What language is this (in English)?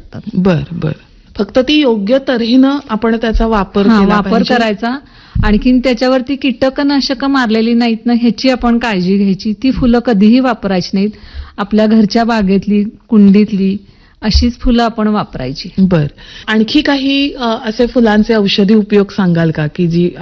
Marathi